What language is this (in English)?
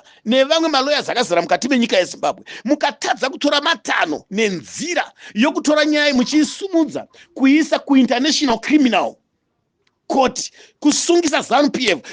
Shona